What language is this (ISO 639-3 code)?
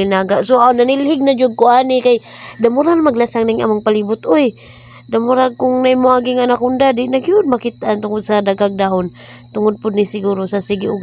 ceb